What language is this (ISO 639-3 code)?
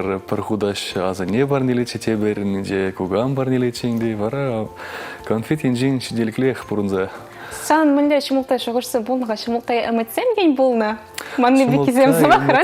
chv